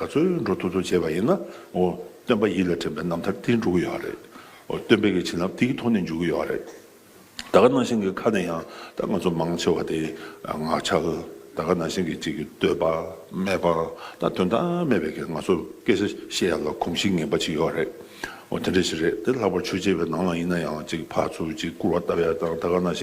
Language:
Tibetan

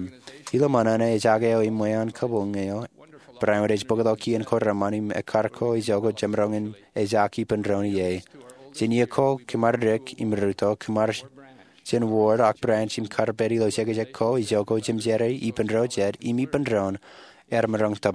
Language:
Marshallese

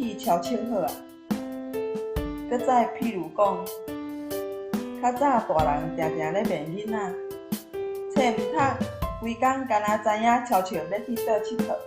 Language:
Min Nan Chinese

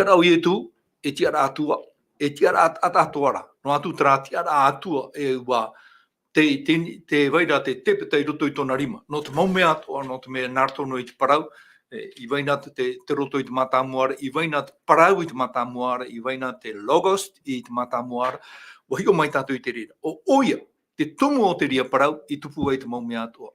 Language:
Tahitian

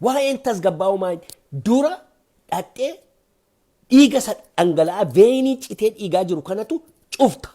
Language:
Oromo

